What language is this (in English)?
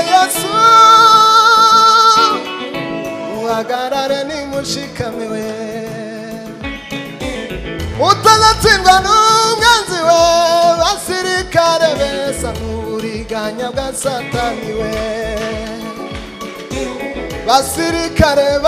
Kinyarwanda